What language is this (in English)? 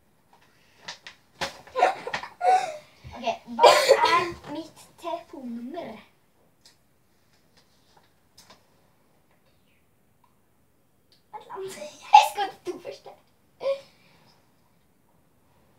Norwegian